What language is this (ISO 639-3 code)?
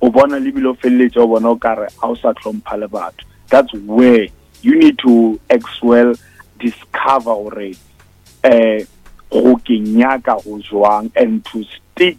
nso